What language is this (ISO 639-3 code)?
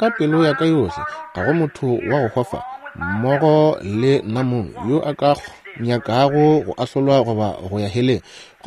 nso